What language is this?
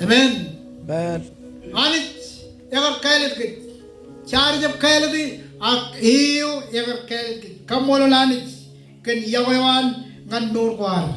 Marshallese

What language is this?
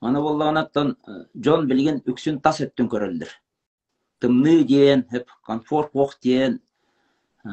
Yakut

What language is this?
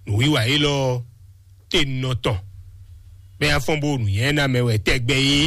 Fon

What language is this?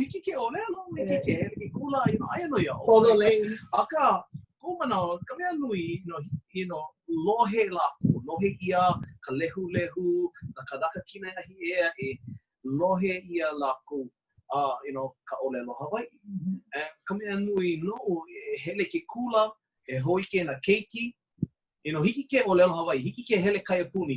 Hawaiian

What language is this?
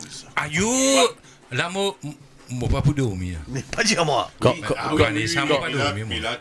Morisyen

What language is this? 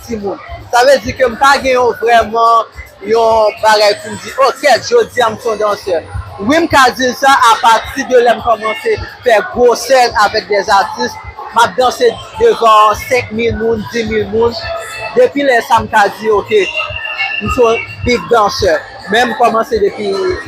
Haitian Creole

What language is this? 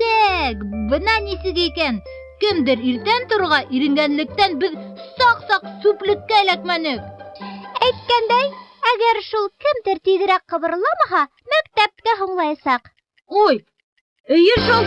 Bashkir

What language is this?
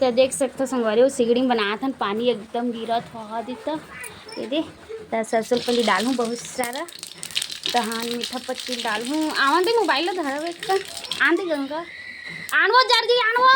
Chhattisgarhi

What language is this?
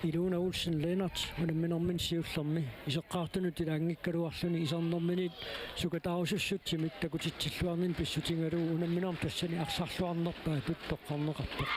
Kalaallisut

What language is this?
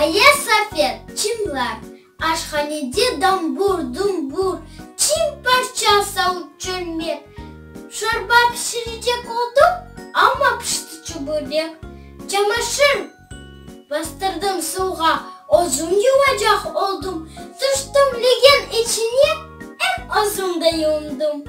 Crimean Tatar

